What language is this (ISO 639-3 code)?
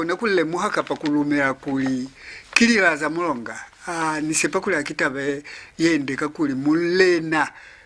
loz